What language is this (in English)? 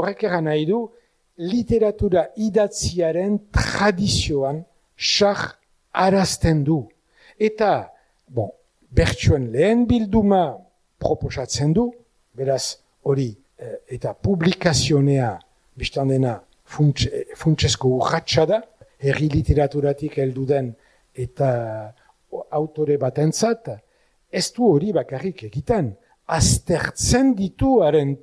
Basque